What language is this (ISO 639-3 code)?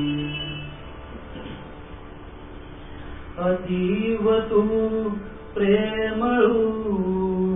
mar